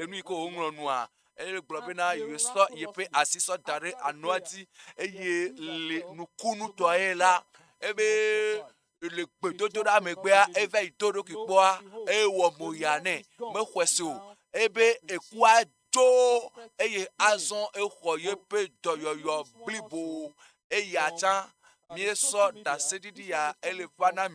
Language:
Ewe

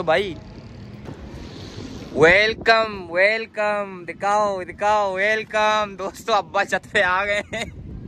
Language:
Hindi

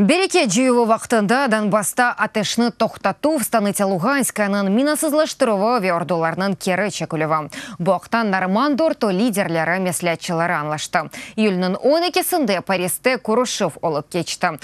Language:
Crimean Tatar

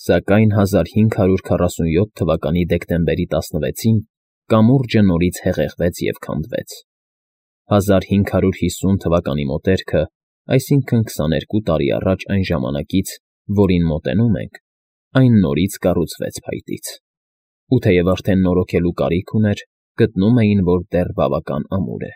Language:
Armenian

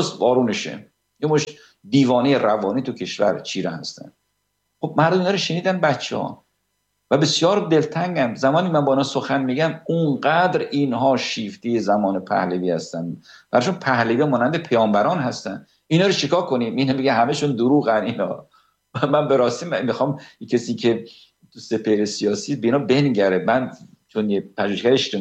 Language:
Persian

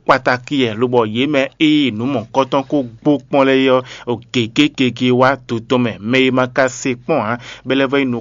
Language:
Fon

